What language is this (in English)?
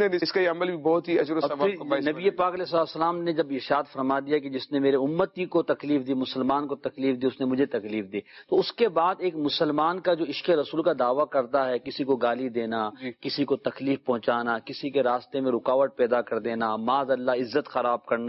Urdu